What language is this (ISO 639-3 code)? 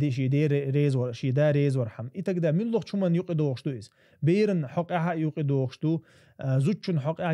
che